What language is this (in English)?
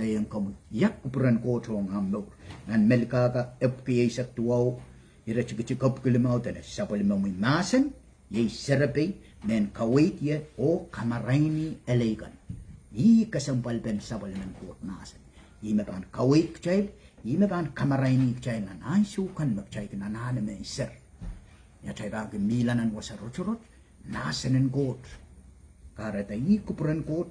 Pohnpeian